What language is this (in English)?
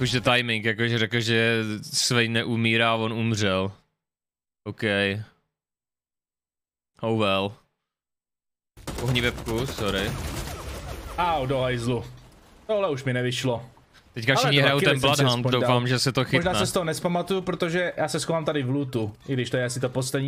Czech